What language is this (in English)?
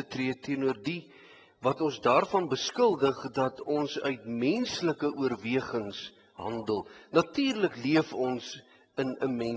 Afrikaans